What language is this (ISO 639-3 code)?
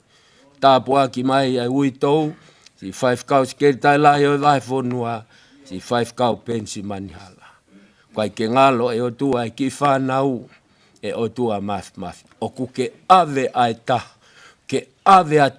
ton